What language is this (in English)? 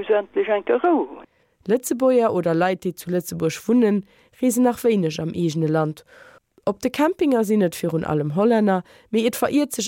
Luxembourgish